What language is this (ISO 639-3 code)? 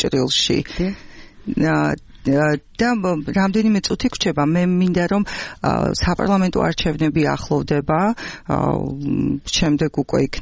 kat